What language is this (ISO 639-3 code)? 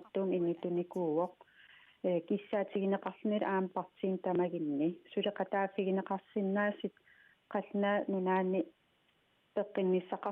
kal